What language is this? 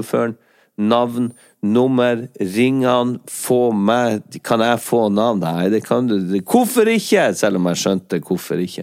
Norwegian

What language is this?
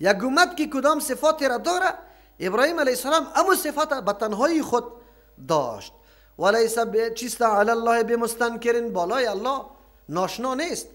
Persian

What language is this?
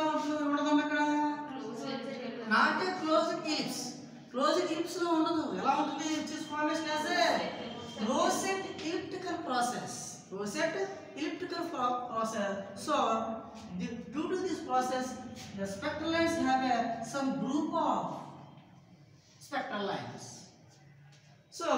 Telugu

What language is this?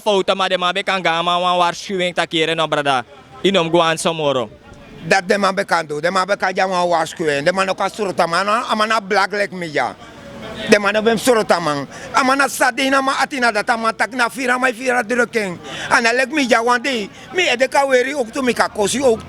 Sranan Tongo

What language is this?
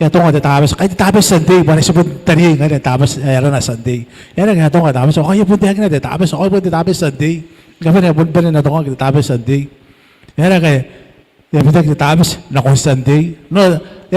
Gilbertese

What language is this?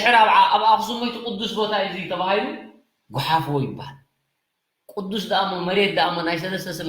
Tigrinya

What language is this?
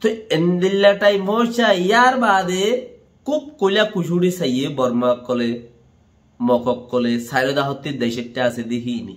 Rohingya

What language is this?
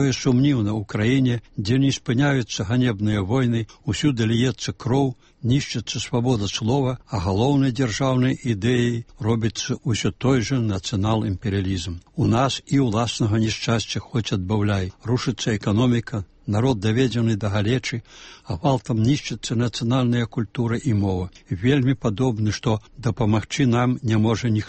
Belarusian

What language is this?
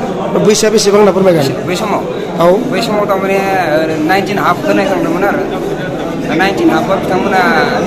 Bodo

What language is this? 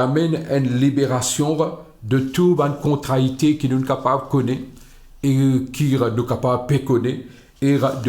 Morisyen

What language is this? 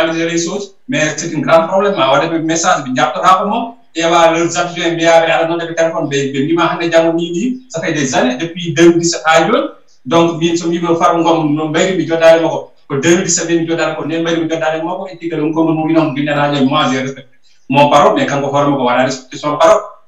Fula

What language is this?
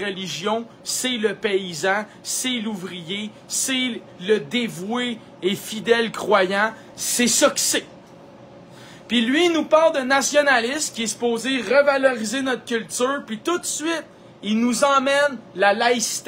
French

